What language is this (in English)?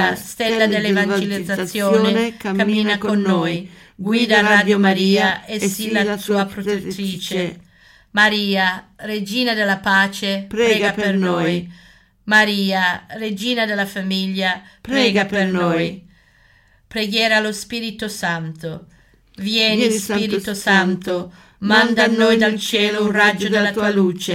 Italian